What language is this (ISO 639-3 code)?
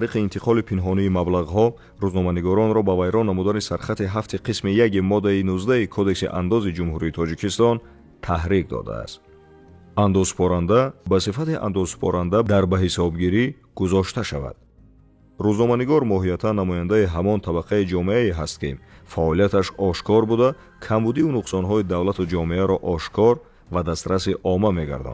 tgk